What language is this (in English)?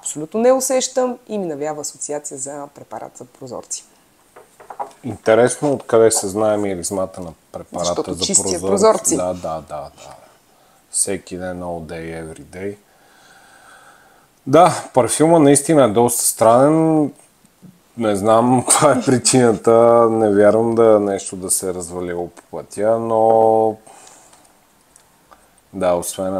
Bulgarian